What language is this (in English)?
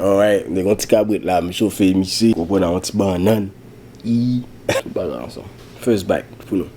Haitian Creole